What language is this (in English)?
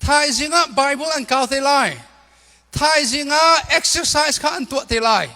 Hakha Chin